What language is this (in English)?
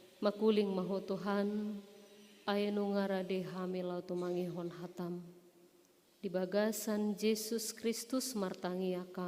Batak Toba